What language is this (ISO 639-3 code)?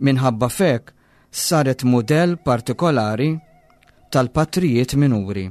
mlt